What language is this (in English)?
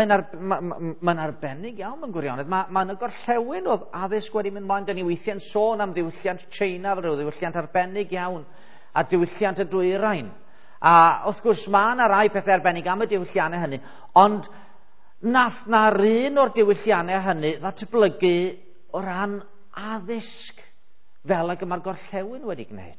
Welsh